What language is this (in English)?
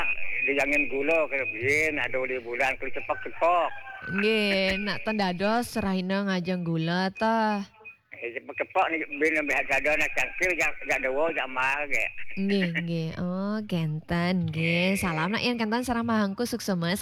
Balinese